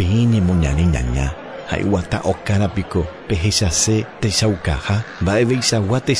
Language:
Guarani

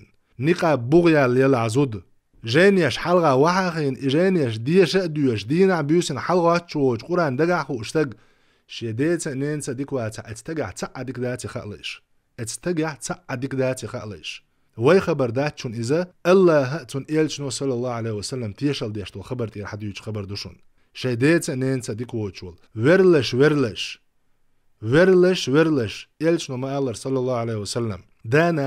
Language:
Chechen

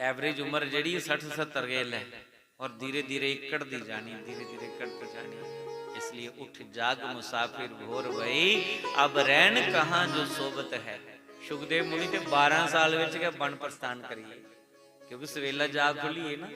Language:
Dogri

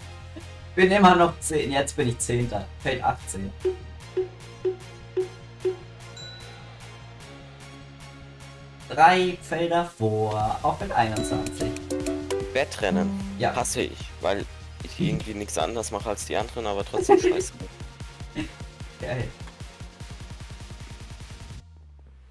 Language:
German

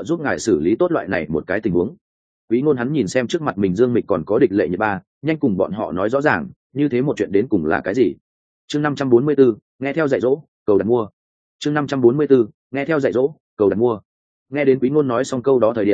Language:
Vietnamese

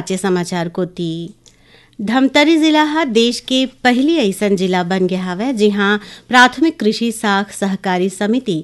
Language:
Chhattisgarhi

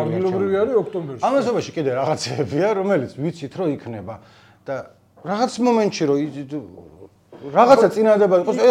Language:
Georgian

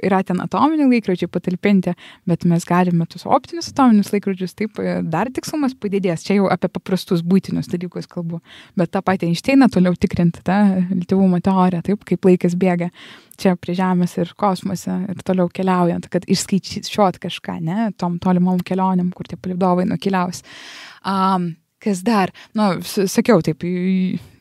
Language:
Lithuanian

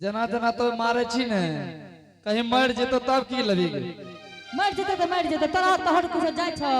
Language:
Angika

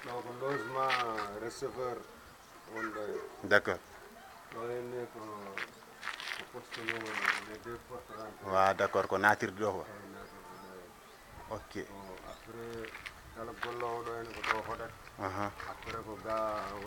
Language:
Fula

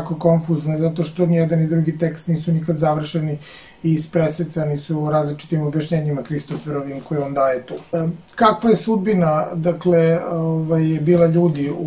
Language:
Serbian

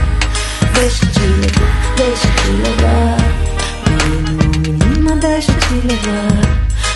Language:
Portuguese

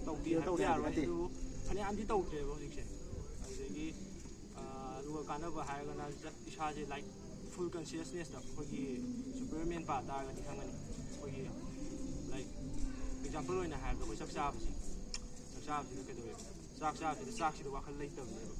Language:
Manipuri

